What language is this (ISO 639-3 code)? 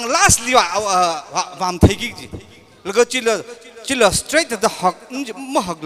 nmf